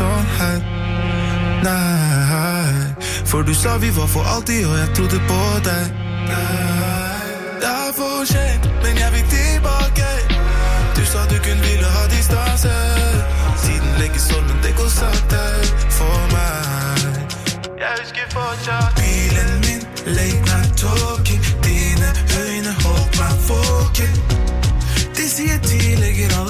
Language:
Norwegian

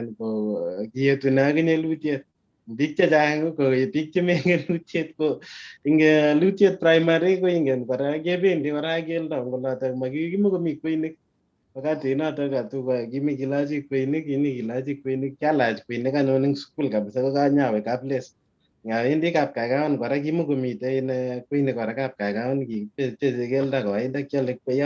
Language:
Kalenjin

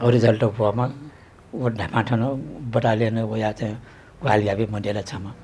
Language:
Newari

